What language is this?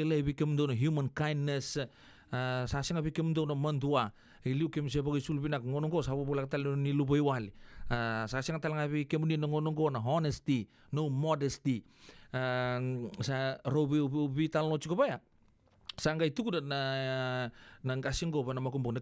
Fijian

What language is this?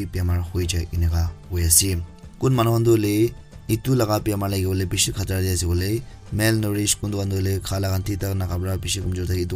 Naga Pidgin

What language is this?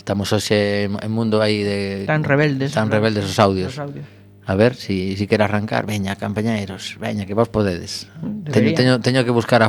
Galician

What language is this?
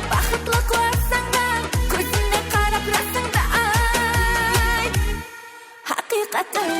Kara-Kalpak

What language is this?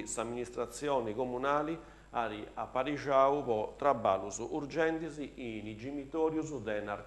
Sardinian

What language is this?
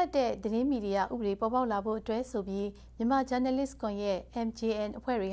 Burmese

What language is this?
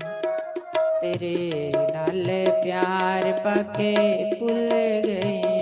Dogri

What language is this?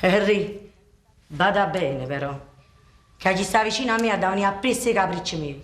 Neapolitan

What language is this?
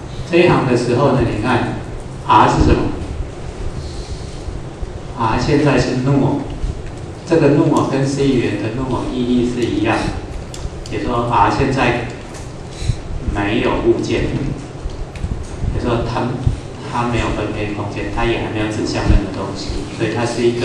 Chinese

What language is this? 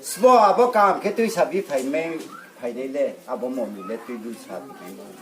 Riang (India)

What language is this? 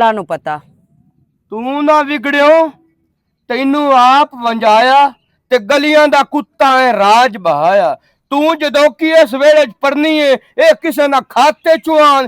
Western Panjabi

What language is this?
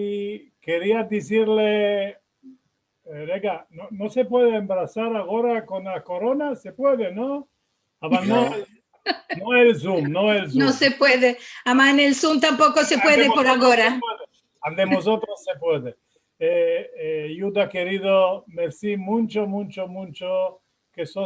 Ladino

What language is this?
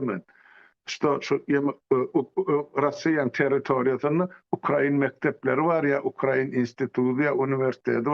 Turkmen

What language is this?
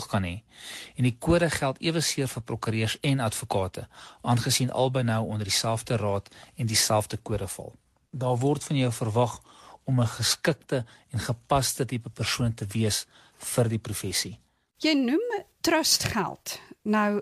Afrikaans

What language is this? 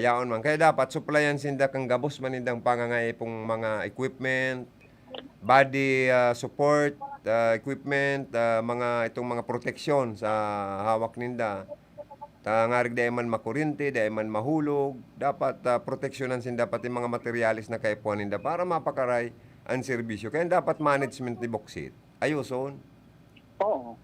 Bikol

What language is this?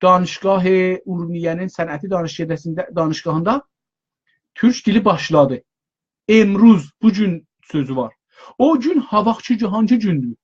South Azerbaijani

